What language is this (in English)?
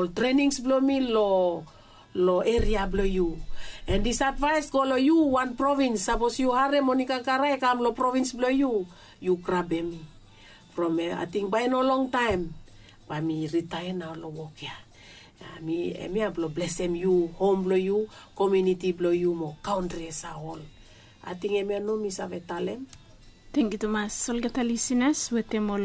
Bislama